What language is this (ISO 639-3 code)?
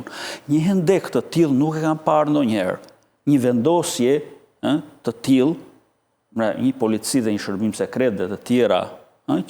sqi